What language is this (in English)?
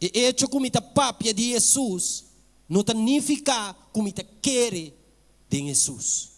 Papiamento